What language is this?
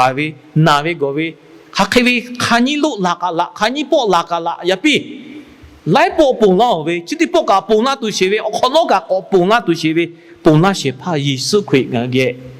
Lahu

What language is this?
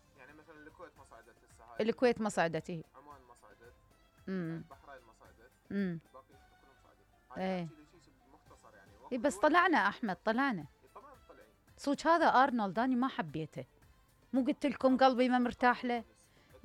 Mesopotamian Arabic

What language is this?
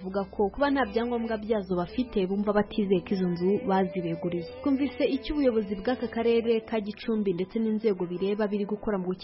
Kinyarwanda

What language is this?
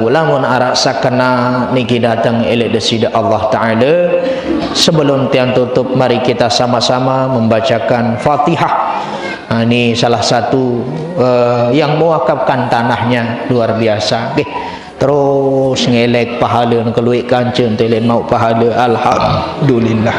Sasak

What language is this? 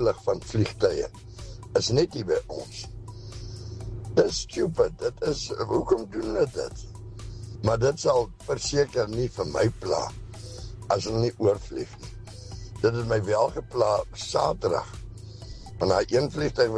Afrikaans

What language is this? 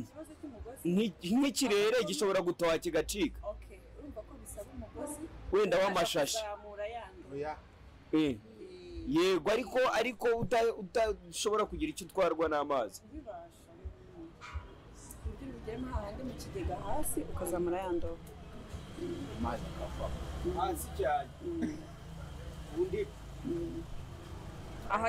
Kinyarwanda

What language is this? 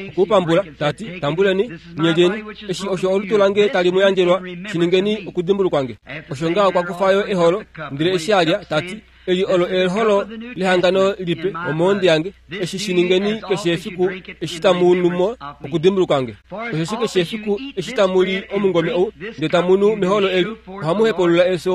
Kuanyama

